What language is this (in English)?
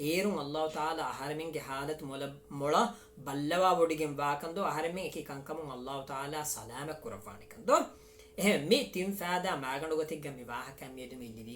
Divehi